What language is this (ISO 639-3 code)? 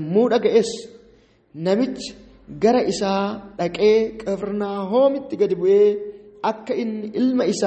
orm